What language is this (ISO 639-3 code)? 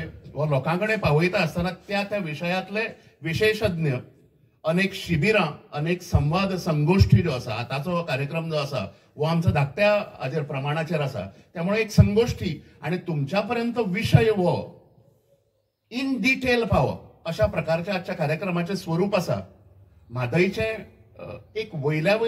mar